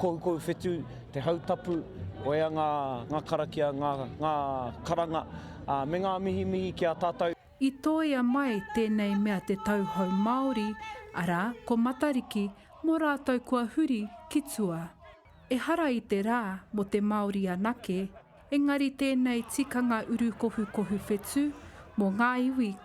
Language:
Māori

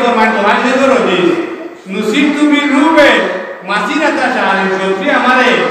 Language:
Sylheti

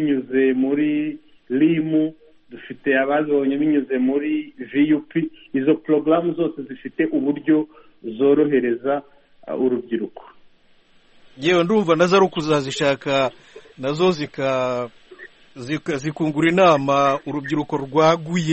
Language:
Kinyarwanda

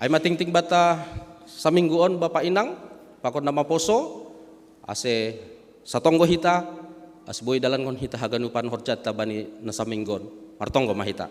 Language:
Batak Simalungun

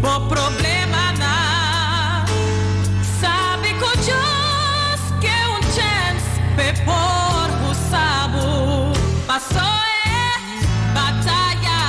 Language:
Papiamento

